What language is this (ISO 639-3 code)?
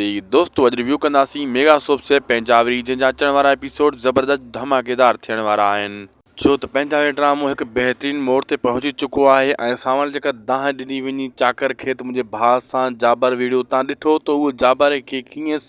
snd